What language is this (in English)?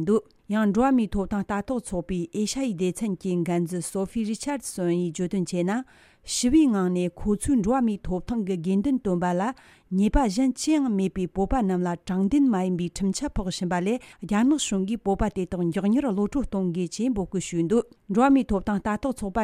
Tibetan